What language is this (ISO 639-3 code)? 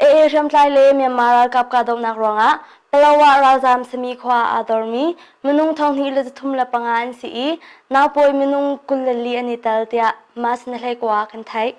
cnh